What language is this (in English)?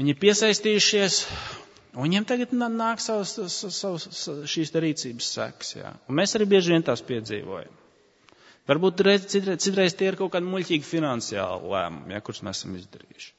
Latvian